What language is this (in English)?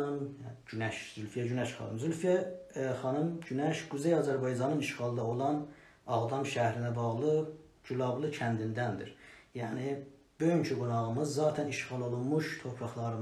South Azerbaijani